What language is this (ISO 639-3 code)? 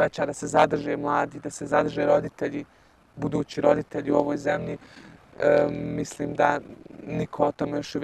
bos